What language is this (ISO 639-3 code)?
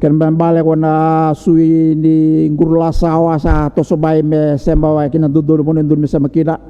fij